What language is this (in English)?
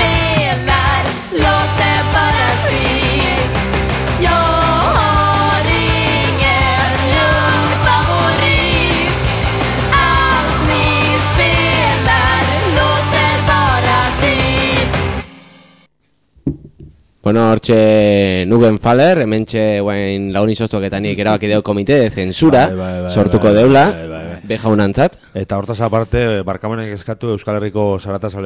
Basque